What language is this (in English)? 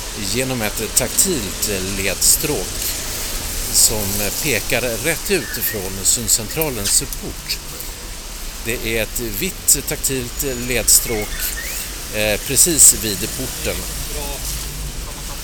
Swedish